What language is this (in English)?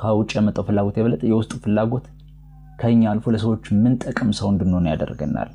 Amharic